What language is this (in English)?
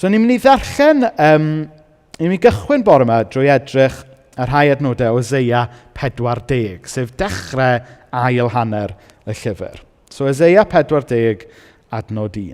Welsh